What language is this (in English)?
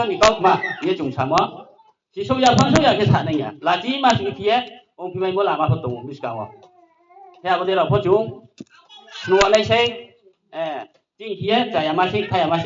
Riang (India)